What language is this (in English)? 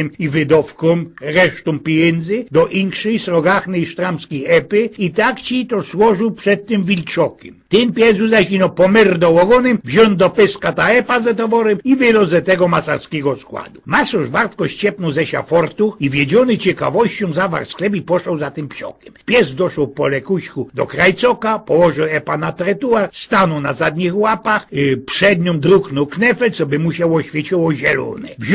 Silesian